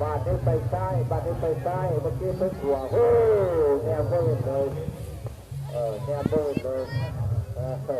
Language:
Lao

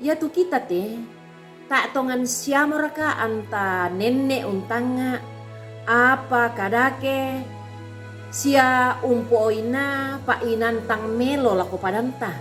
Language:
Toraja-Sa'dan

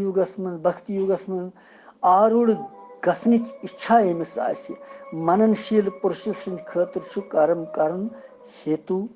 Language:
Kashmiri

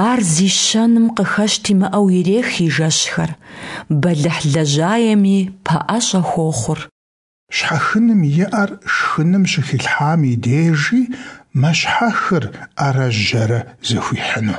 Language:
Kabardian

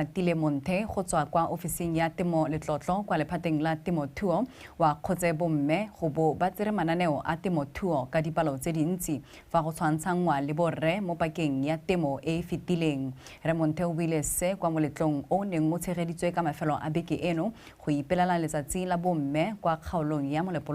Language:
Tswana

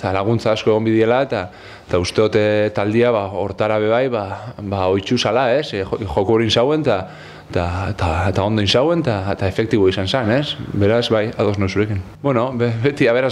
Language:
Basque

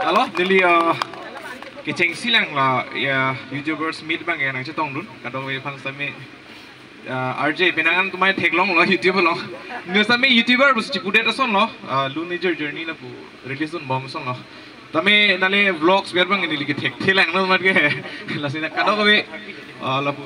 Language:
Karbi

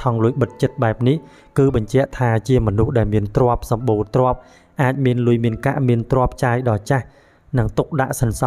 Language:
Khmer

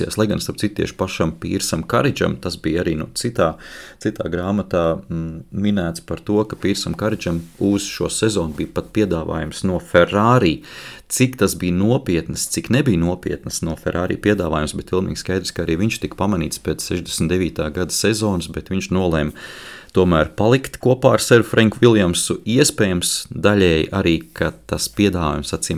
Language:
Latvian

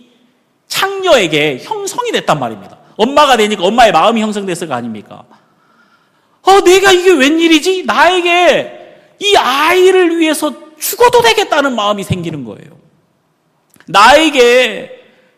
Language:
Korean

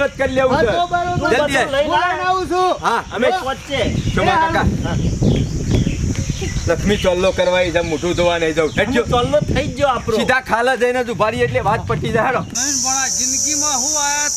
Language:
Gujarati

